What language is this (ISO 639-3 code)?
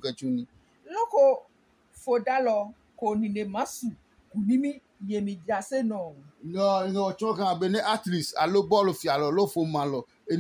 ada